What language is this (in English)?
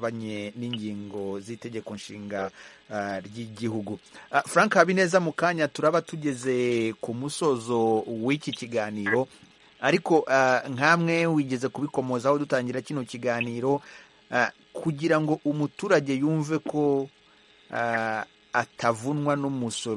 Kinyarwanda